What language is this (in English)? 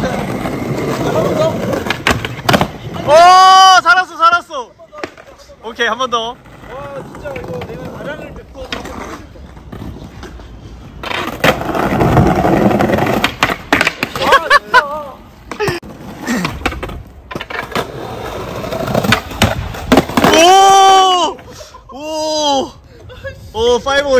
Korean